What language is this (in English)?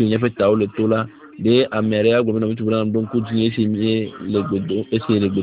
Ewe